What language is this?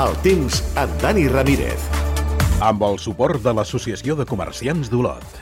Catalan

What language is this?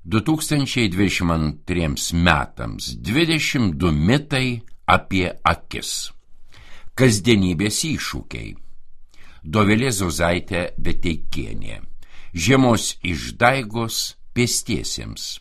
Lithuanian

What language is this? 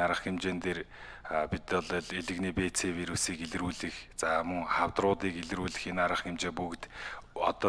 Mongolian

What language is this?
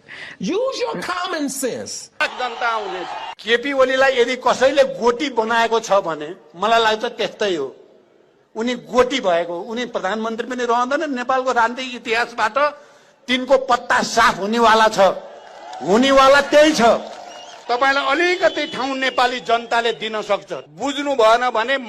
Nepali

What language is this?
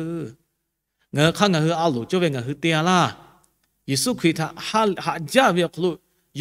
Lahu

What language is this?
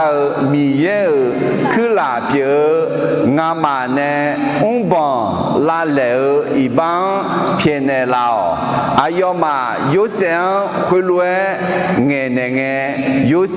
Akha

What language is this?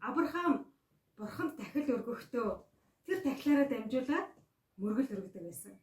Mongolian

